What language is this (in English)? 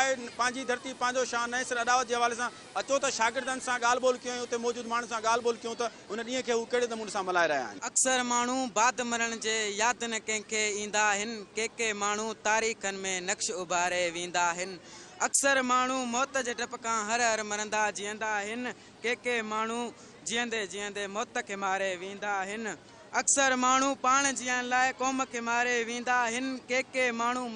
Sindhi